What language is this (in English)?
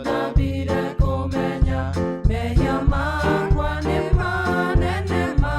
Kikuyu